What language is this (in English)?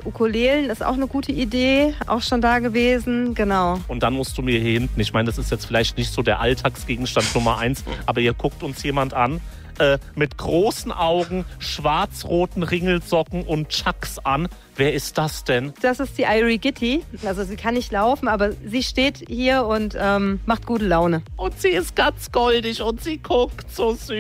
German